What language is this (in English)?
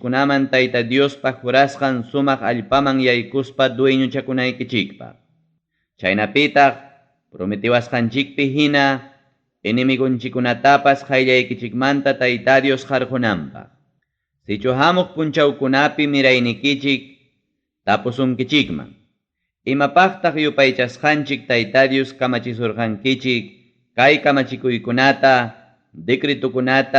Ayacucho Quechua